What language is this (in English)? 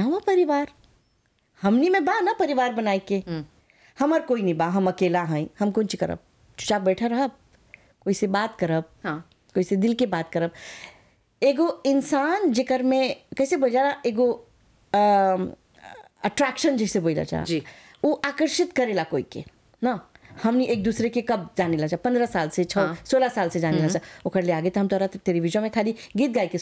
Bhojpuri